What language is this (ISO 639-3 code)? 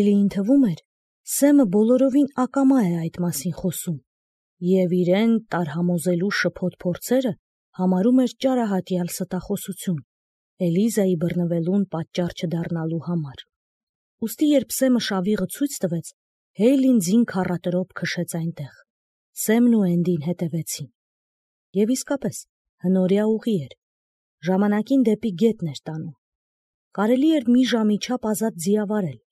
hye